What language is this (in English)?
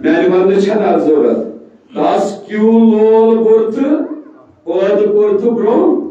Kashmiri